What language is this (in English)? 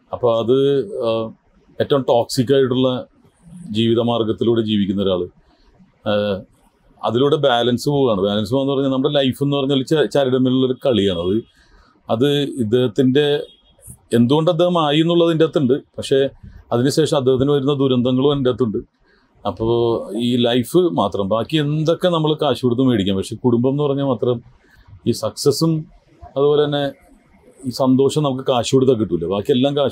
Malayalam